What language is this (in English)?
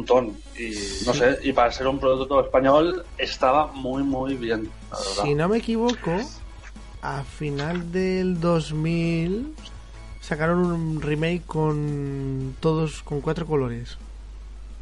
Spanish